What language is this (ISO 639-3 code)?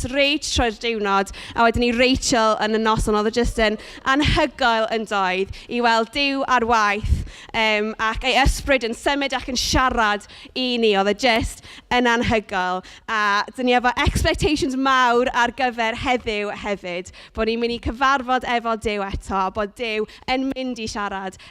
cym